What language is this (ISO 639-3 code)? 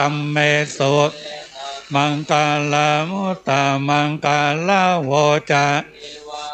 pli